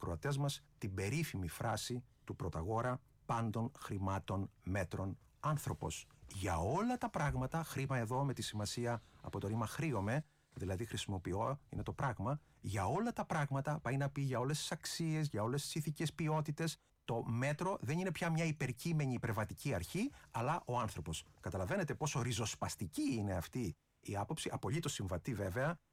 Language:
Greek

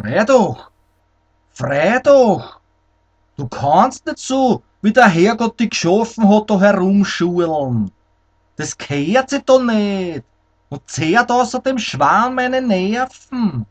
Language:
Bavarian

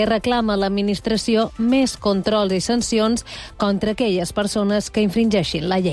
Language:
Catalan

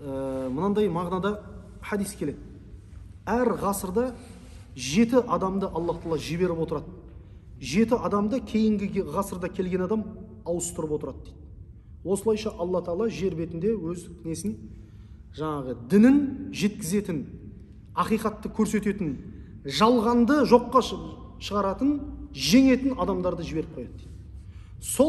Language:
Kazakh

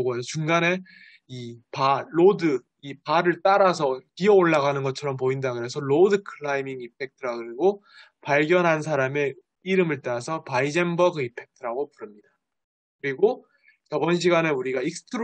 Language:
Korean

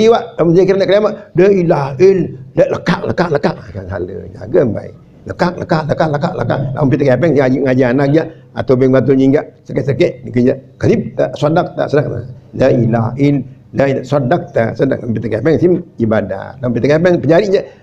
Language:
Sasak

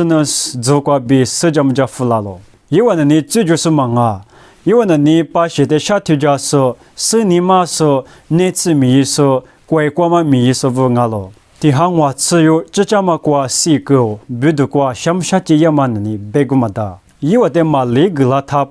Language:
Lisu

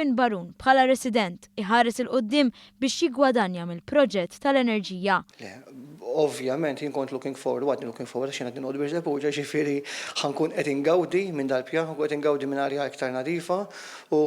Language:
Maltese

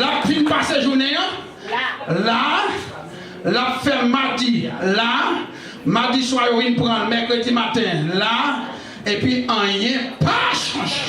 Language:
Haitian Creole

